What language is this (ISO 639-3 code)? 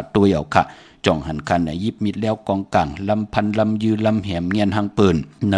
shn